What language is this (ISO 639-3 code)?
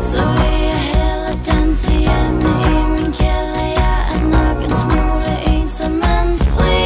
fao